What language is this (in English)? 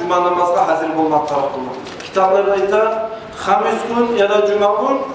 Kumyk